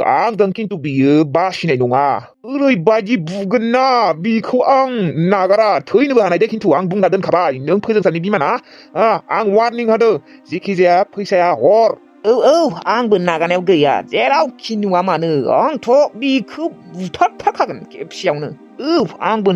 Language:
Bodo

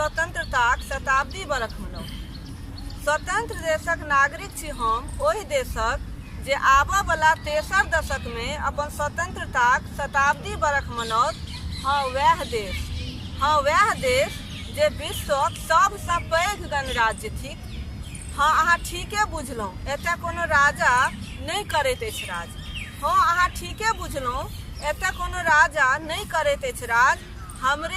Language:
Maithili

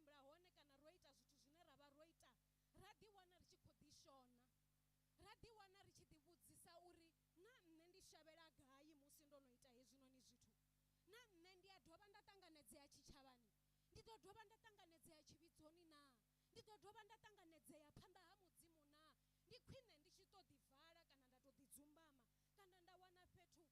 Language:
Venda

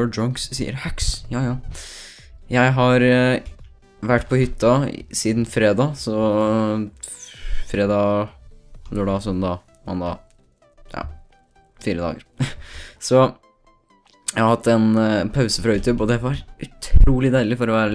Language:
Norwegian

